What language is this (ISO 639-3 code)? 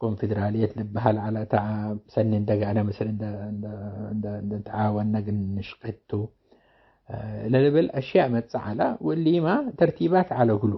tig